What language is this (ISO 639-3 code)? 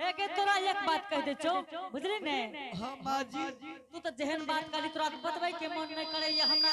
anp